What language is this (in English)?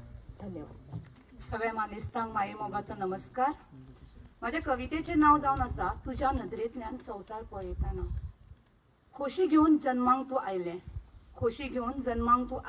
Konkani